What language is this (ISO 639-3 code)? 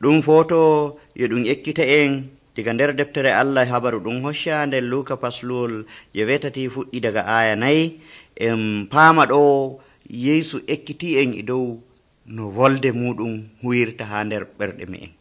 fuv